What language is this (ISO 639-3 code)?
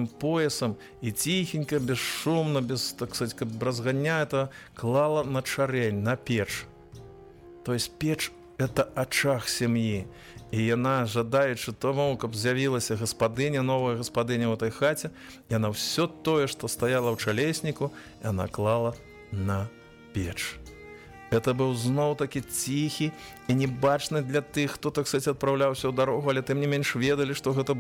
bel